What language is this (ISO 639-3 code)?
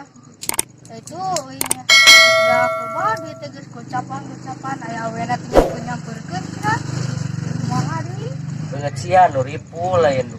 sun